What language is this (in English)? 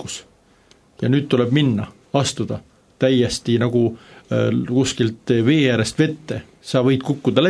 Estonian